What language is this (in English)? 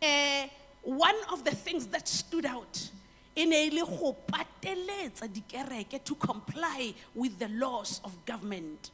Tswana